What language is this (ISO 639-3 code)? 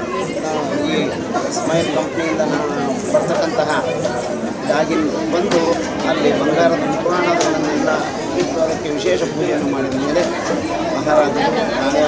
kan